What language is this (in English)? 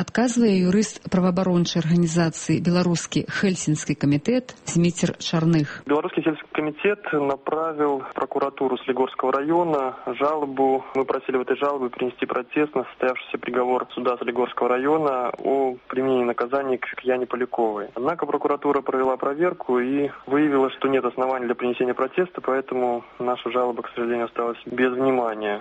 Belarusian